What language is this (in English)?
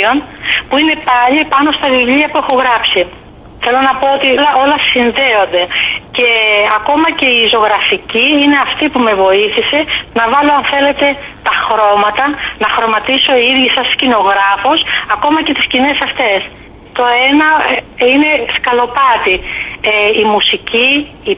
Greek